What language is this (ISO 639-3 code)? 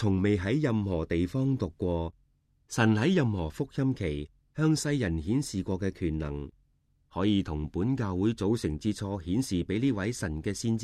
yue